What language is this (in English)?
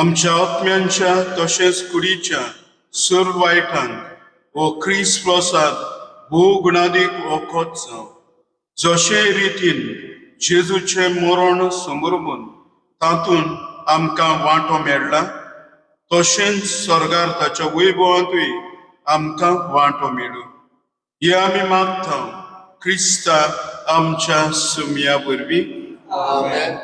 Konkani